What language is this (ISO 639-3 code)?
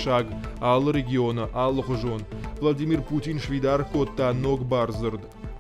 oss